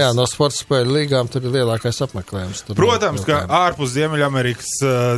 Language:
Latvian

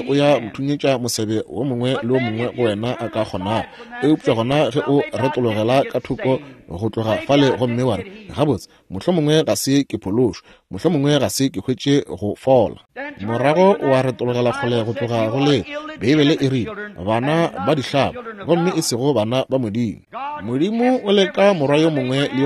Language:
Northern Sotho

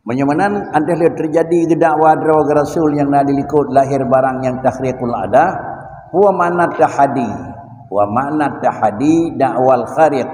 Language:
Achinese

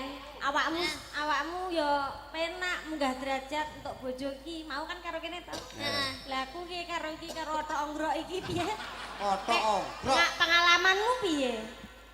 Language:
Javanese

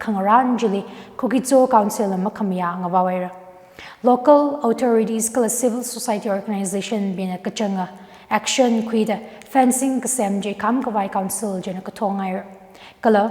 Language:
Tangkhul Naga (India)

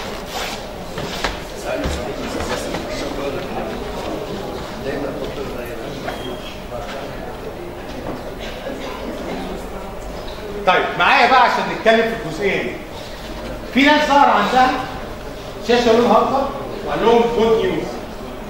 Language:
Egyptian Arabic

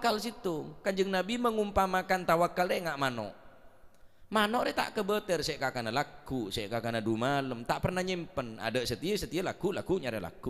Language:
Madurese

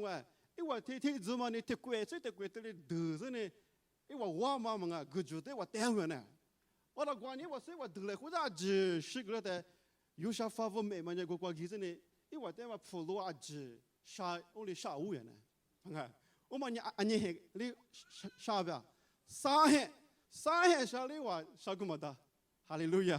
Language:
Lisu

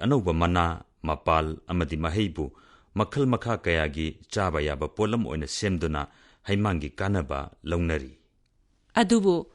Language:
Manipuri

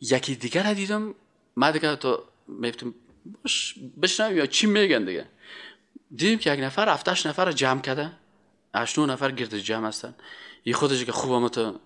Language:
Persian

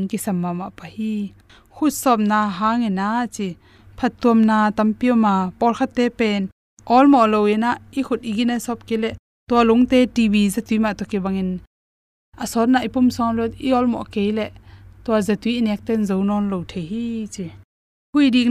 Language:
Tedim Chin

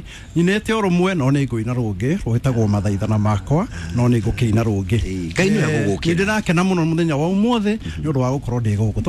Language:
Kikuyu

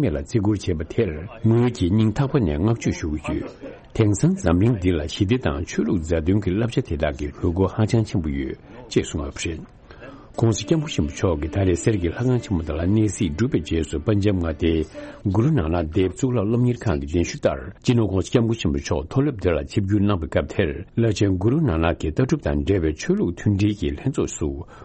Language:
Tibetan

